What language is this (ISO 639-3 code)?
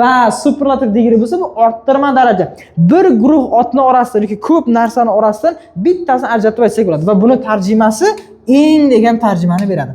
uzb